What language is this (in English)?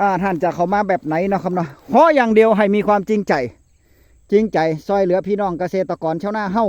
Northeastern Thai